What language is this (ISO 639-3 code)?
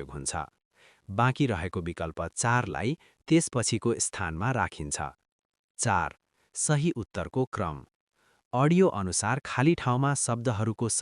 nep